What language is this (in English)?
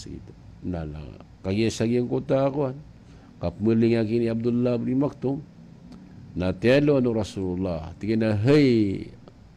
Maranao